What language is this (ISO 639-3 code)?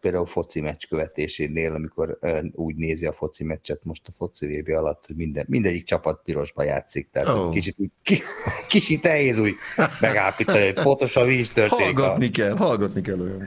hun